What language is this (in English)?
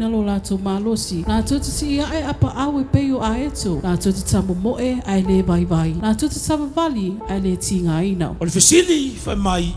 Samoan